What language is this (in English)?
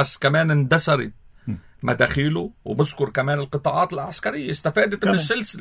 North Levantine Arabic